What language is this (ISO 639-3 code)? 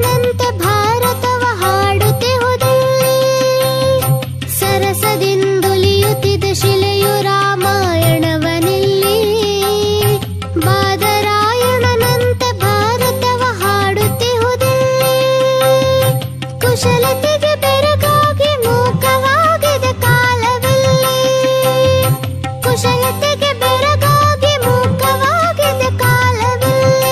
kan